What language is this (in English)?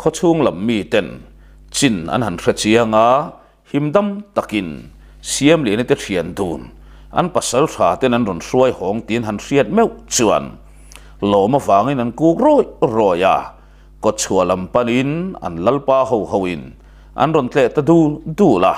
Mizo